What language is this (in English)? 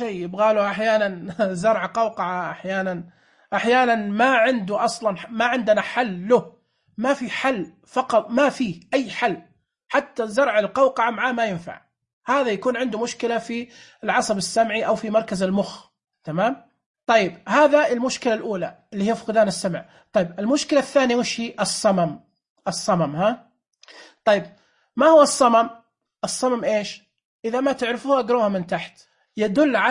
Najdi Arabic